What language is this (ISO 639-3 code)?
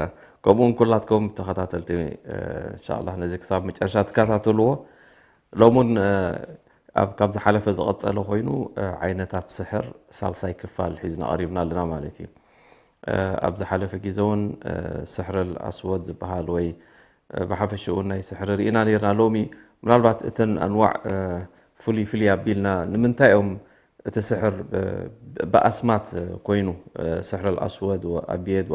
tir